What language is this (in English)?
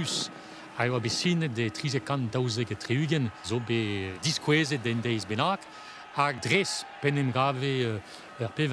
Breton